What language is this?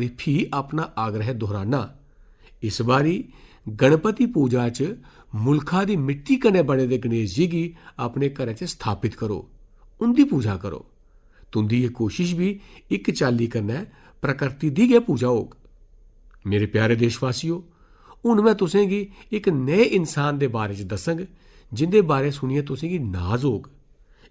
Dogri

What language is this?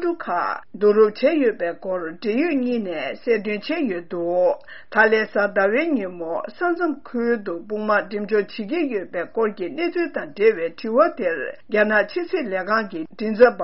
Tibetan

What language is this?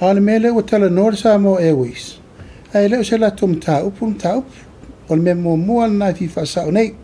Samoan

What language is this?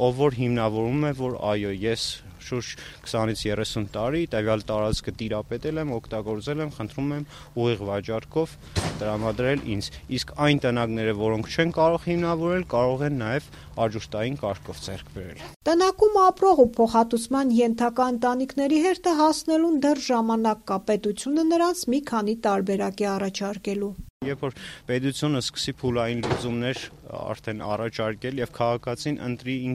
Armenian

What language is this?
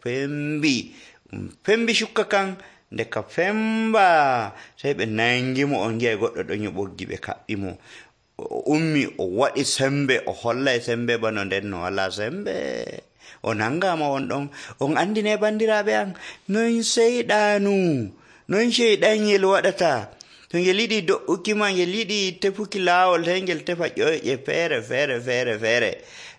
Nigerian Fulfulde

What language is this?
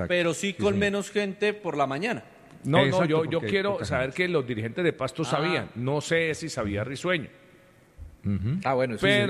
Spanish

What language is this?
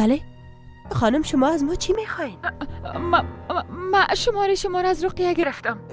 Persian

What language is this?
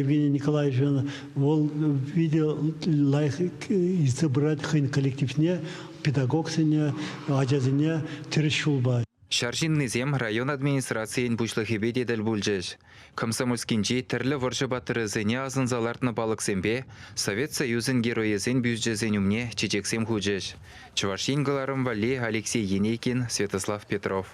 Chuvash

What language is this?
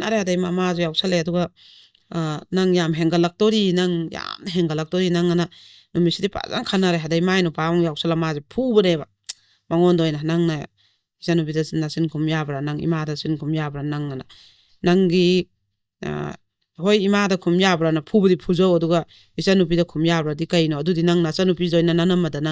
Manipuri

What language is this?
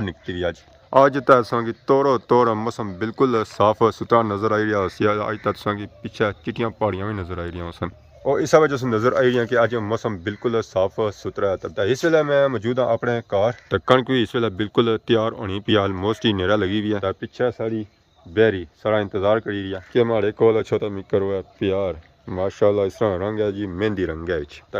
Pahari-Potwari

